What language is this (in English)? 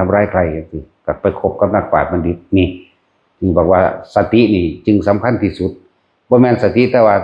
Northeastern Thai